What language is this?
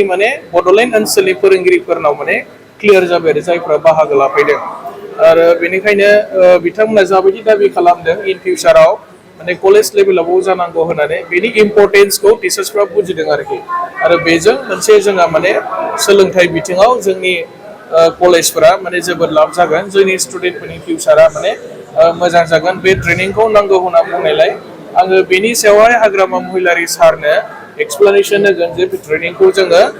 Bodo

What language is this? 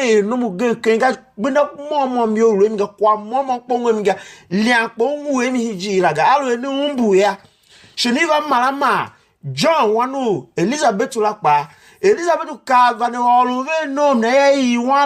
Tiv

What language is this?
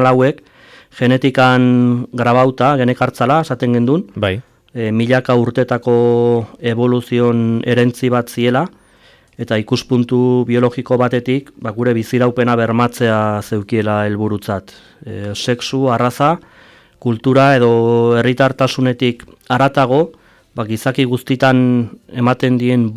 Basque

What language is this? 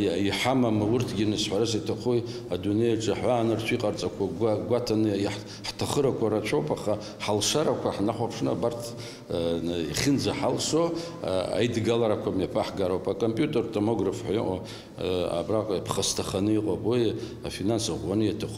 Abkhazian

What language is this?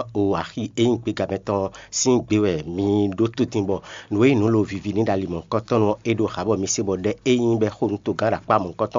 Fon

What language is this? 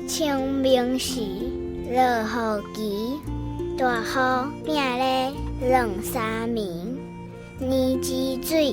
Min Nan Chinese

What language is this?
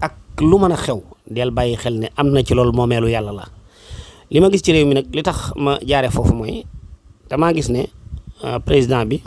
Wolof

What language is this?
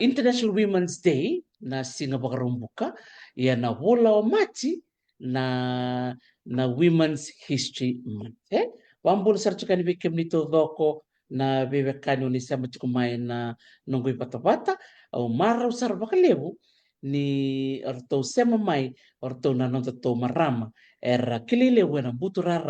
Fijian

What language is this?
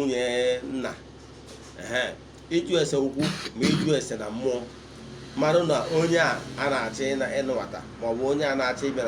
Igbo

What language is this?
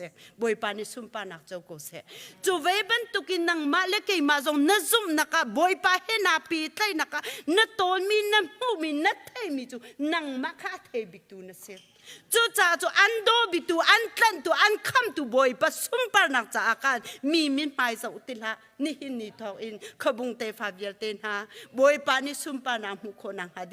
Hakha Chin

